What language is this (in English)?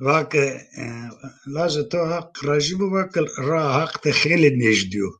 Zaza